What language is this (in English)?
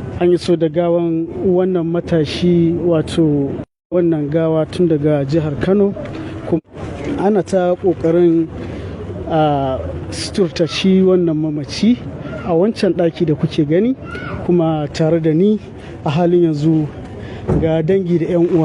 Hausa